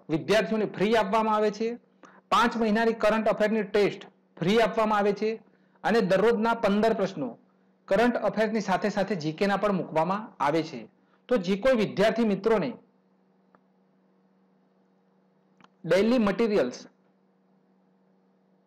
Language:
Gujarati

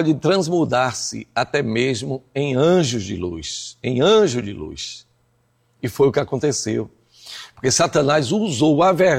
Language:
Portuguese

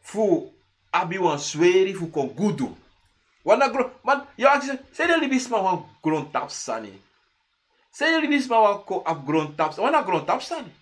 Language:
Sranan Tongo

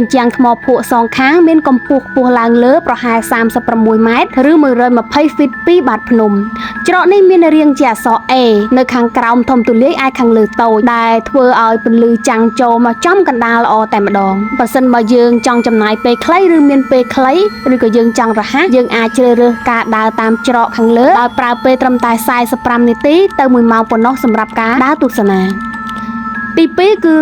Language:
Khmer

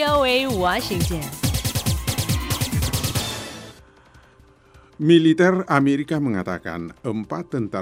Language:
Indonesian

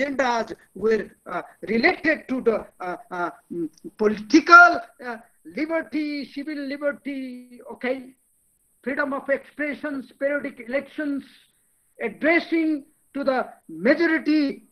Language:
English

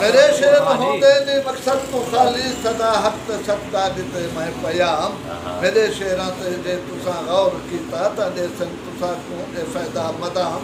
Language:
Saraiki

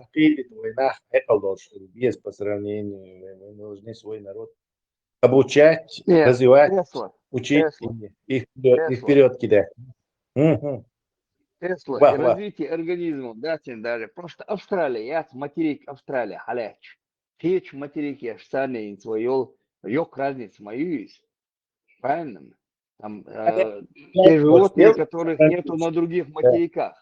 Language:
Chechen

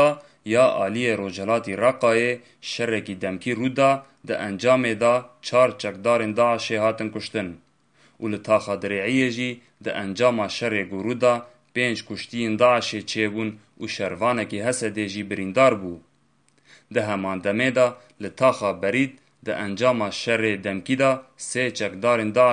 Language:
Kurdish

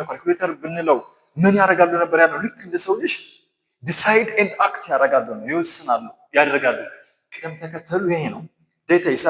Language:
Amharic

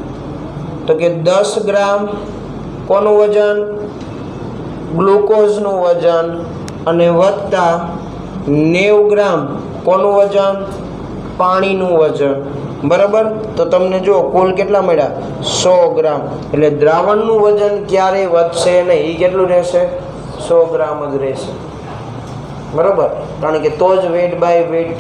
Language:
Gujarati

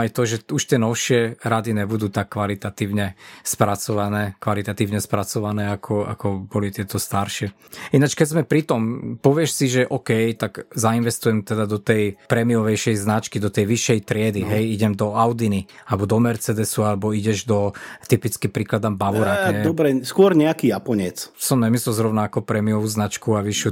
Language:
Slovak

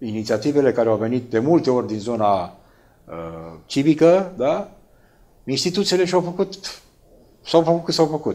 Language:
Romanian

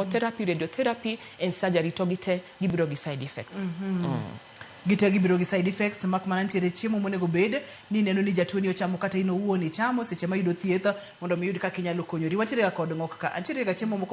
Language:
Luo (Kenya and Tanzania)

